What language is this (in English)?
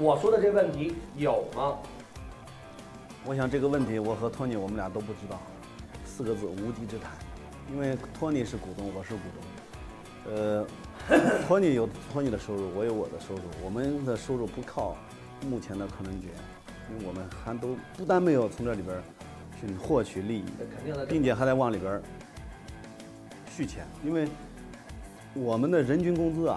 Chinese